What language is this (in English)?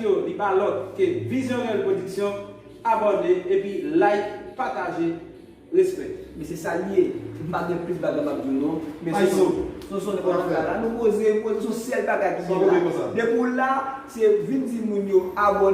Haitian Creole